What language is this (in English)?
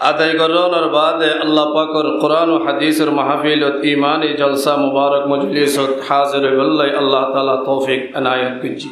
Rohingya